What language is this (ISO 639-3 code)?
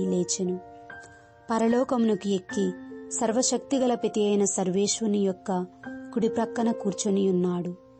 tel